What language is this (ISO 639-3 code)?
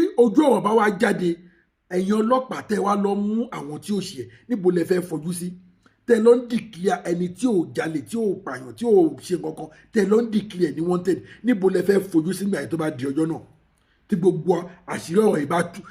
yor